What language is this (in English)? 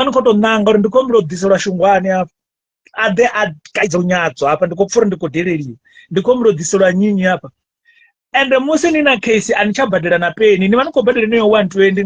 Venda